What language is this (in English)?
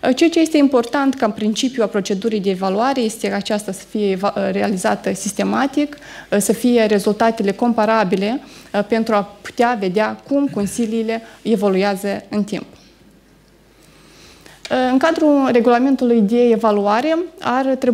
Romanian